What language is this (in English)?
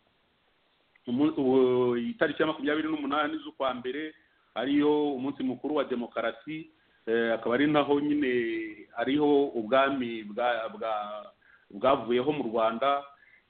Kinyarwanda